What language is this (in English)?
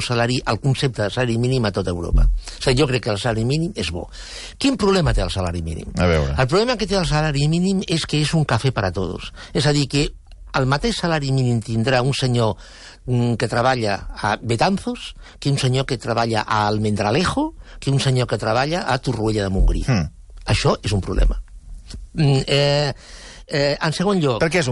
Catalan